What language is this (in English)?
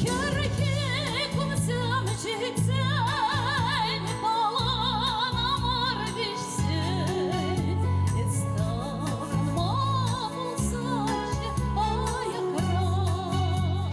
Chuvash